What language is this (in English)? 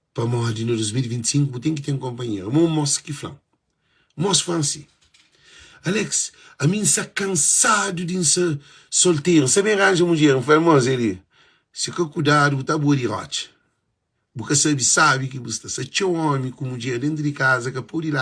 Kabuverdianu